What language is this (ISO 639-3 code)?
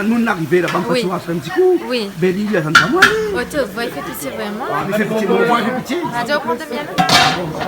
rcf